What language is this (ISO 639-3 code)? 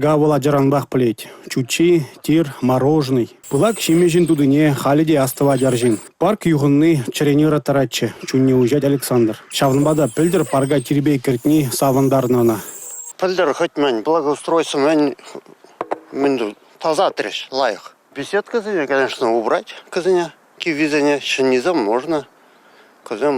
chv